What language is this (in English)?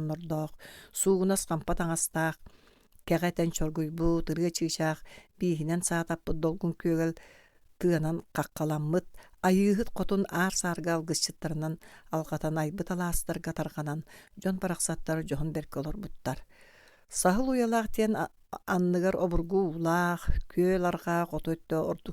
Yakut